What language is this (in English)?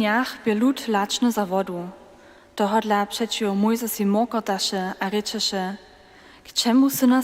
Upper Sorbian